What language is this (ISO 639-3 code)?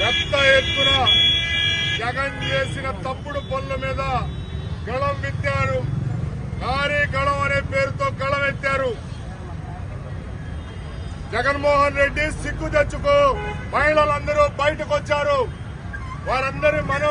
tel